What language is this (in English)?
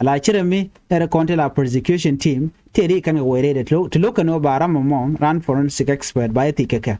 Nuer